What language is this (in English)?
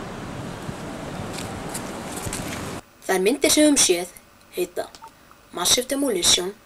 Icelandic